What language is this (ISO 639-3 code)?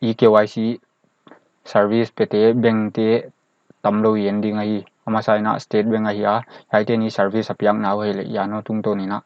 pck